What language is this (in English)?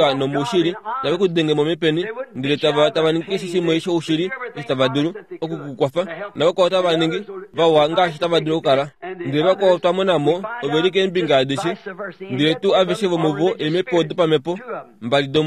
Kuanyama